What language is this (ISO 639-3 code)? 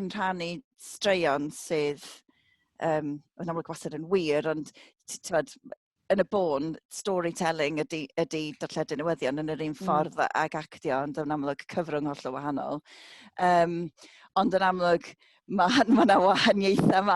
cym